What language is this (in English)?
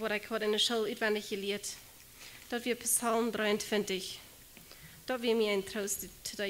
Plautdietsch